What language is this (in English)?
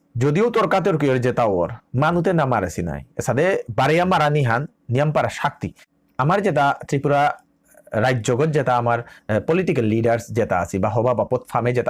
Bishnupriya